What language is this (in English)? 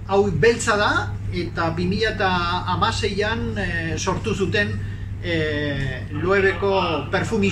Basque